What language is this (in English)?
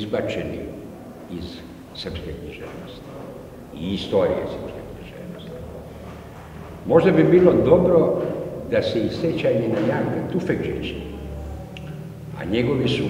Serbian